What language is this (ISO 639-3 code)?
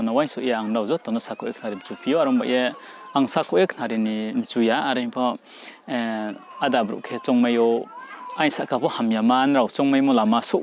ria